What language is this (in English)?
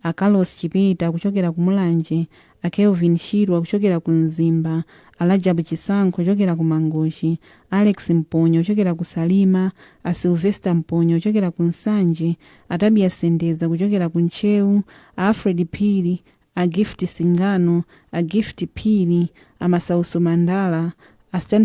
Nyanja